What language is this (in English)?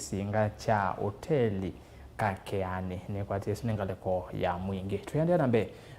Kamba